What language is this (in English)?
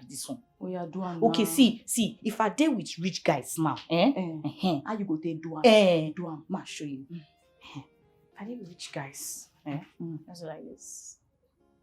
Nigerian Pidgin